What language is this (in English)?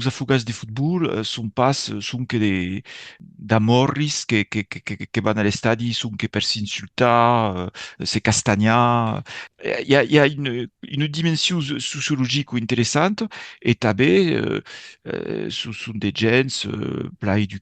Occitan